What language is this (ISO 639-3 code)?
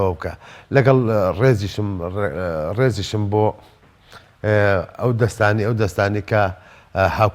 ckb